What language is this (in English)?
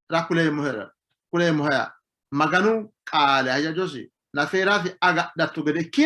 Sidamo